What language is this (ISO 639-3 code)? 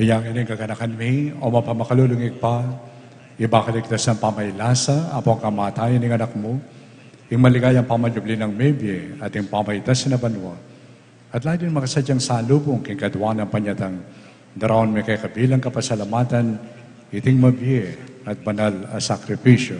pam